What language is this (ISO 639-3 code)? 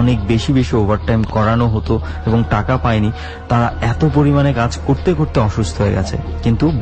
ben